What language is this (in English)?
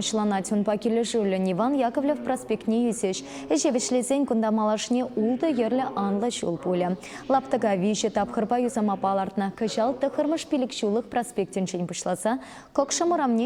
Chuvash